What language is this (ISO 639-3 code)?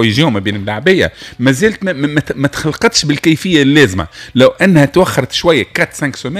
aeb